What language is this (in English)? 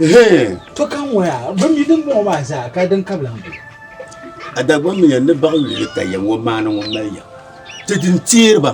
Dagbani